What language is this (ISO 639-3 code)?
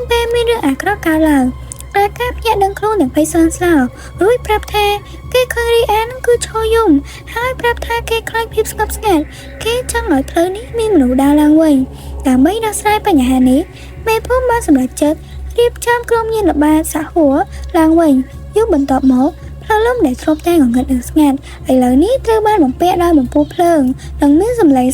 khm